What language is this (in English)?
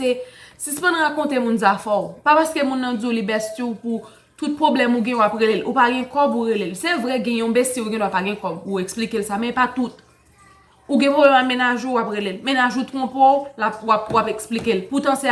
Haitian Creole